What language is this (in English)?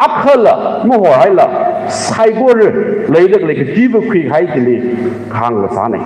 Tangkhul Naga (India)